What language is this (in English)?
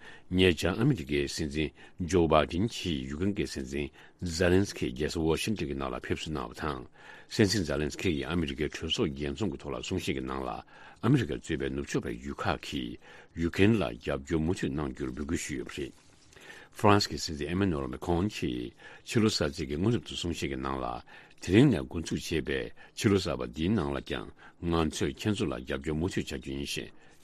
Tibetan